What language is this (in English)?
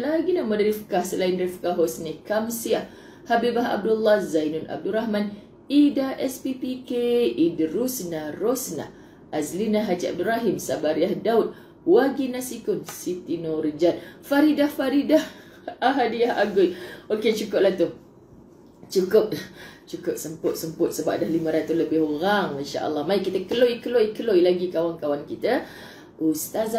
Malay